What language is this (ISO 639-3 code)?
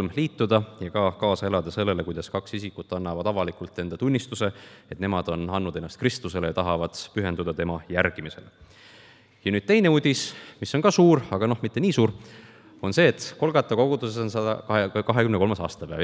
est